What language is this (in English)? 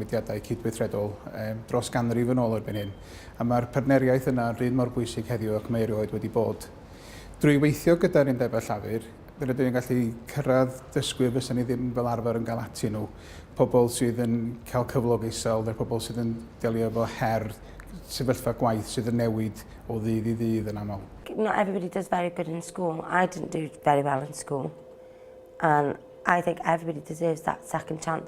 Welsh